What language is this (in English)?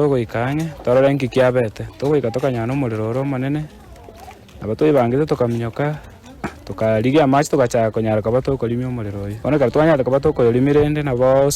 Gusii